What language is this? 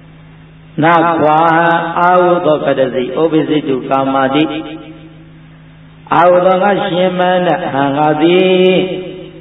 Burmese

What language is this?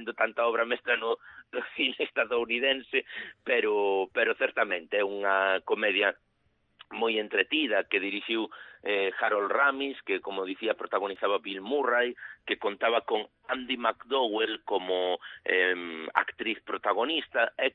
Galician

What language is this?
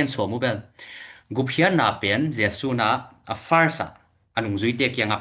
Tedim Chin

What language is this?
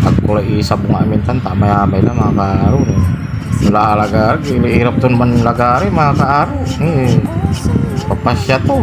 Pangasinan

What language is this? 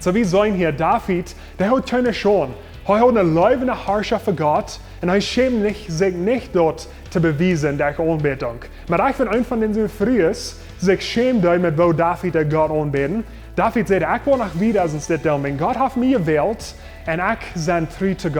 Plautdietsch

